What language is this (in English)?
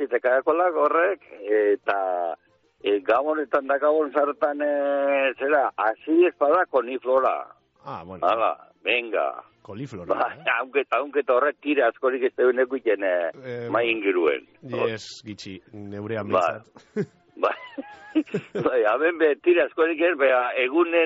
Basque